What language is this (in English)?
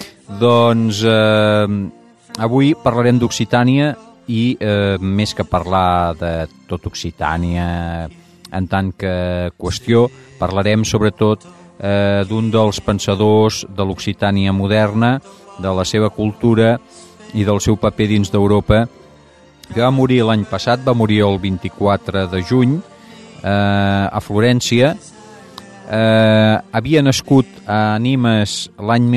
Catalan